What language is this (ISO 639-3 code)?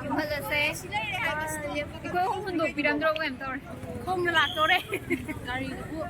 mni